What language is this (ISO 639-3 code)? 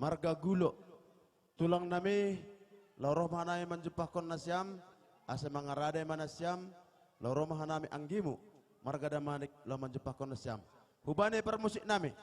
bts